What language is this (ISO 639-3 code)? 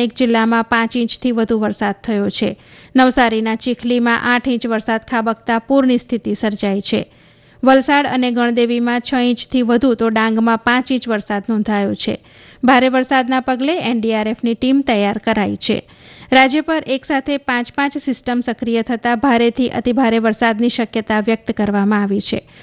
guj